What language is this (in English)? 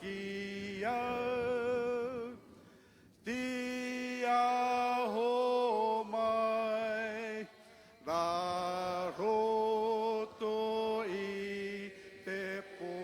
Māori